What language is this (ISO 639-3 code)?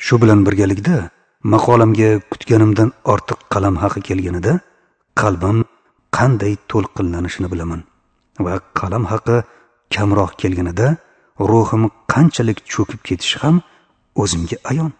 uzb